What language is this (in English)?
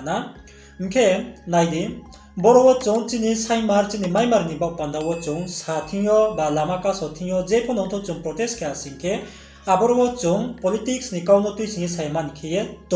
Riang (India)